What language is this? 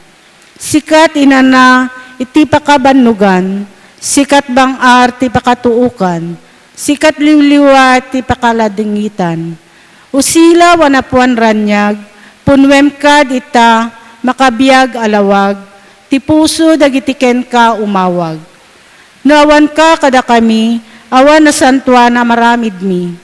Iloko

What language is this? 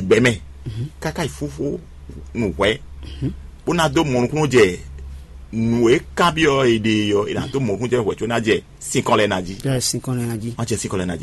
Fon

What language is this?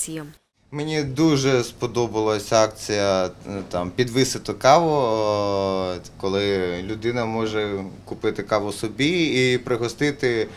Ukrainian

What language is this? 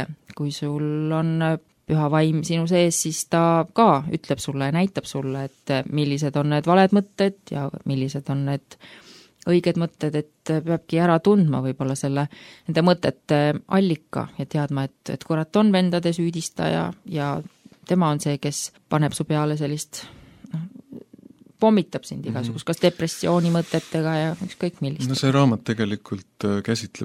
Estonian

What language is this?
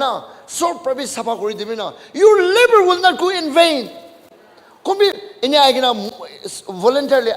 Naga Pidgin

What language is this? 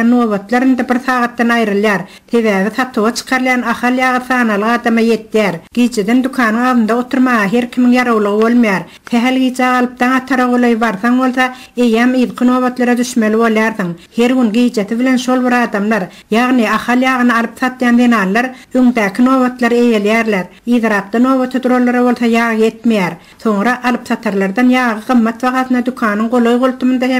Turkmen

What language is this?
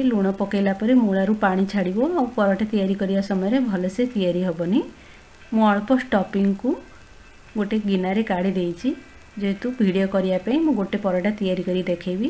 Odia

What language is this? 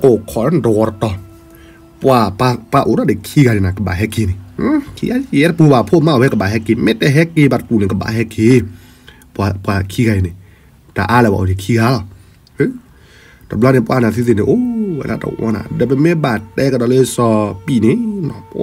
S'gaw Karen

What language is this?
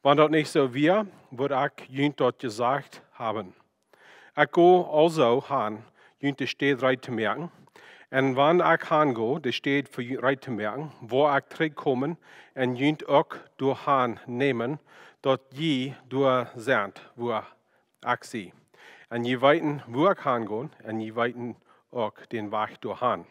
Plautdietsch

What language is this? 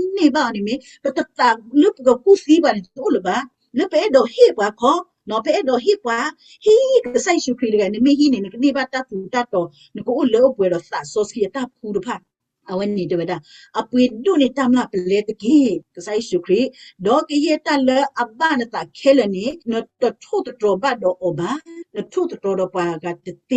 S'gaw Karen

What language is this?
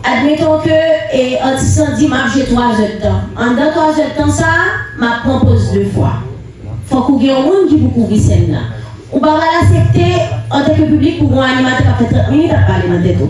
Haitian Creole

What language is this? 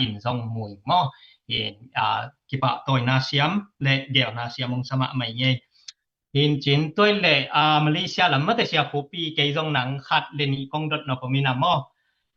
Tedim Chin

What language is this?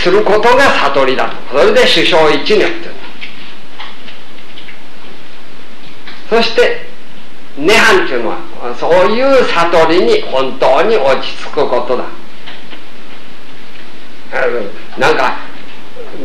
Japanese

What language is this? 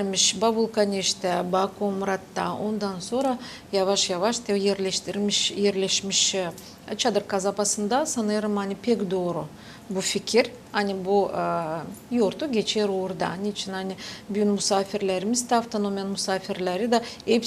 Gagauz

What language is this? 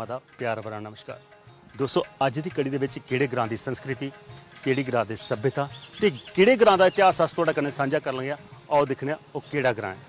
Dogri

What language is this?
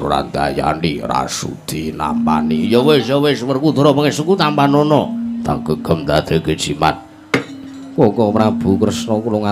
Javanese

